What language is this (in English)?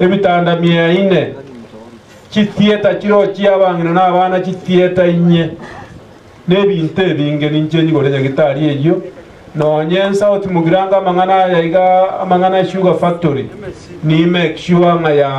Gusii